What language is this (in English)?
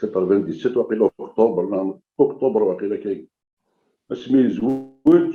Kabyle